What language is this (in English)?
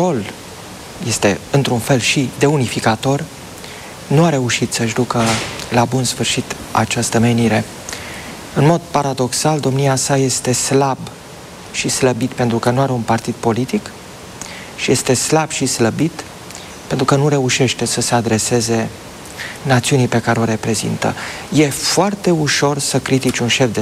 Romanian